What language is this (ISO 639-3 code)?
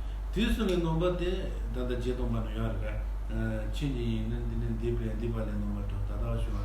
bod